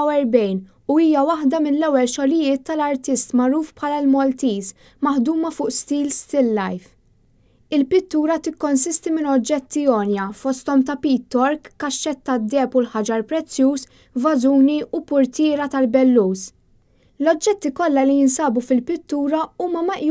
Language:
Maltese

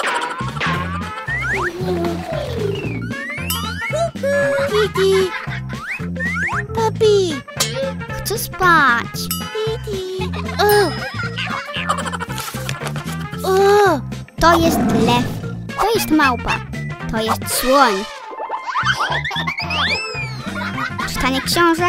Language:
Polish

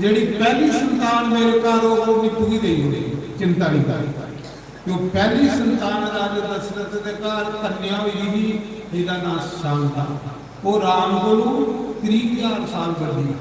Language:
Dogri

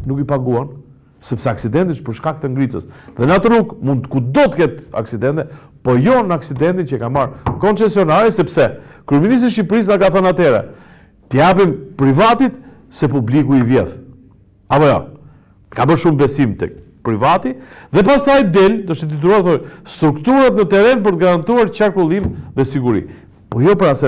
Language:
Albanian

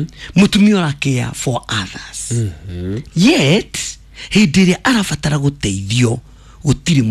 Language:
Kikuyu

